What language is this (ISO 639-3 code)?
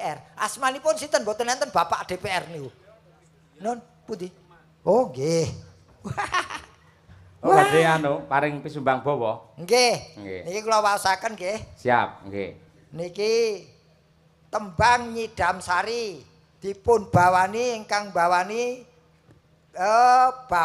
jav